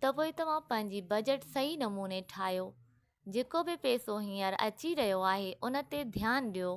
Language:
Sindhi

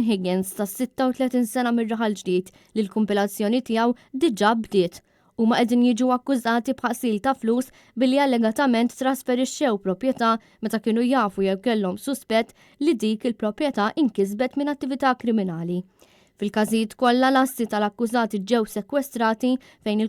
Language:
Maltese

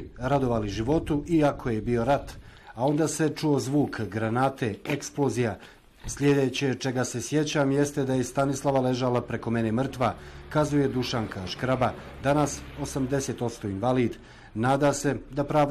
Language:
Bosnian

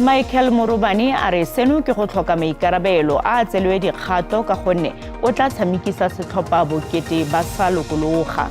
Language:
Tswana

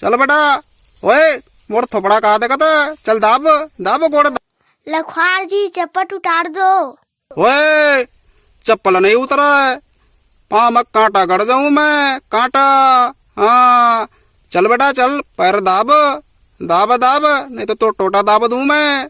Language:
Chhattisgarhi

